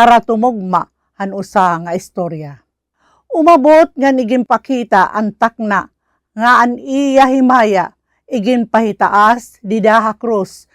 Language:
Waray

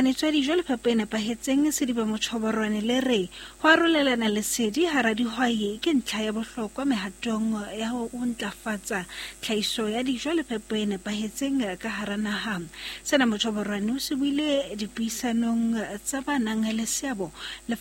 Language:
Southern Sotho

